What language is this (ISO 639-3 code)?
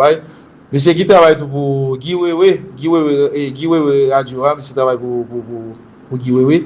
hat